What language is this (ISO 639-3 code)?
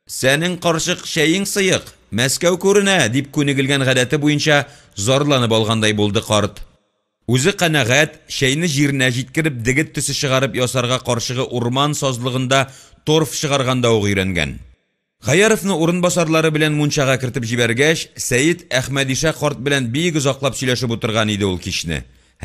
tat